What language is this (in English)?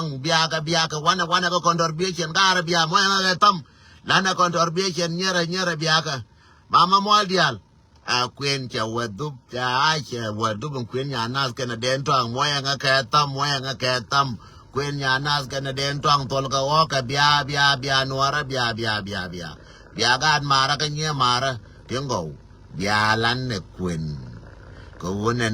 Nuer